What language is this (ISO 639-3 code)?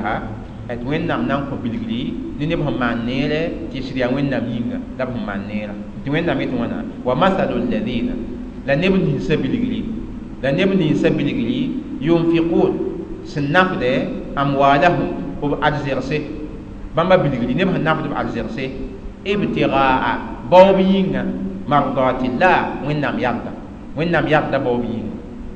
mos